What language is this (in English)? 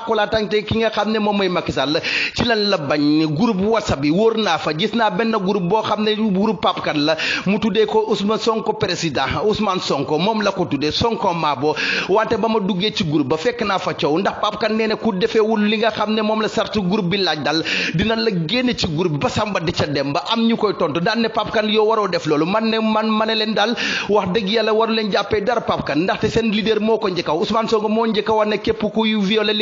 Wolof